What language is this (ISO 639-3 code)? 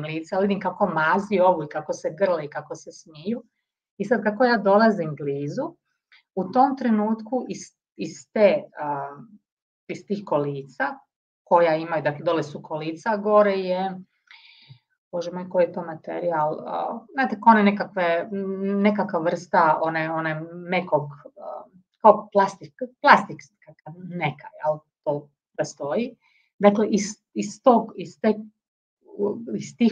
hrv